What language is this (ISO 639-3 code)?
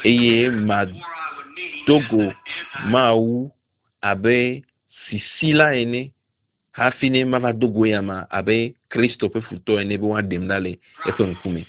ewe